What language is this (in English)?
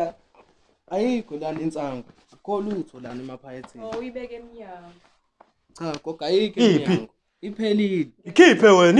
Zulu